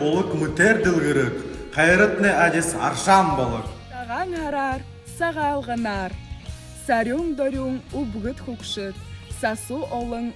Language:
Buriat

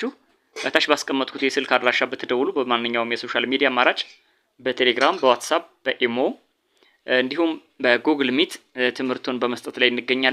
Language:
Amharic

